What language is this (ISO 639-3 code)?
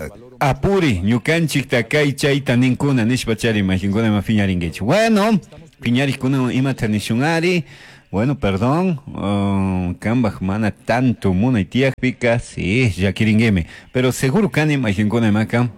qug